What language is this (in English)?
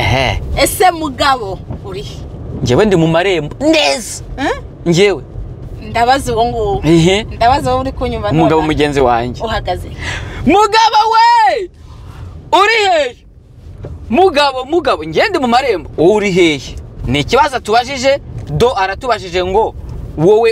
Kinyarwanda